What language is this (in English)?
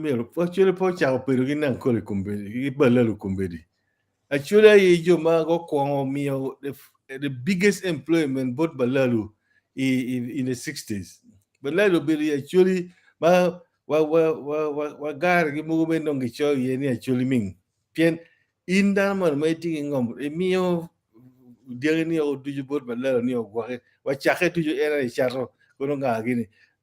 Acoli